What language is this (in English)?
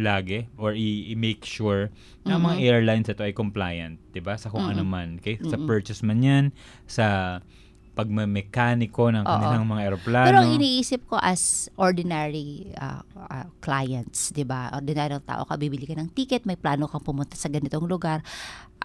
Filipino